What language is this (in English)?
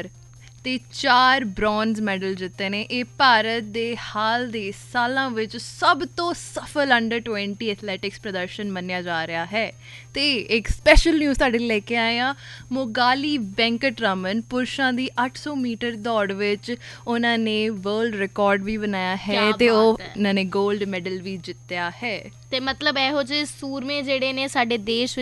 Punjabi